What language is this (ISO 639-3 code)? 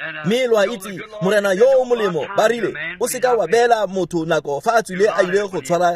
tsn